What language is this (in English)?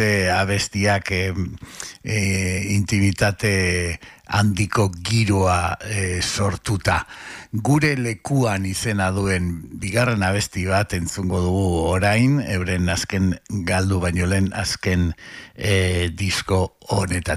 Basque